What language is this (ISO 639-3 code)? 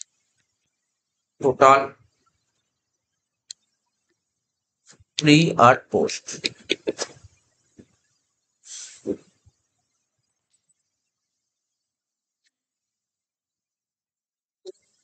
ben